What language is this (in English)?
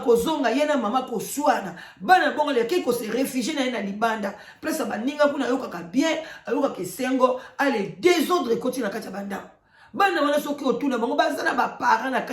Lingala